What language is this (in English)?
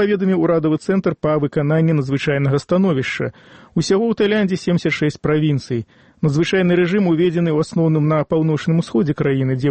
Belarusian